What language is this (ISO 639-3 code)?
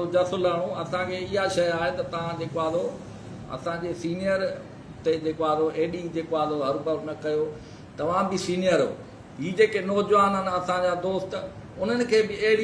snd